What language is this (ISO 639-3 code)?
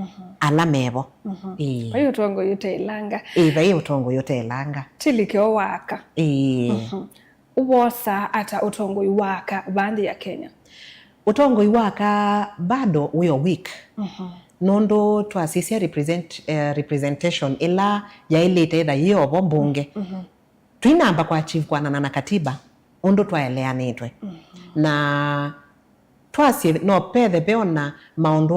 kam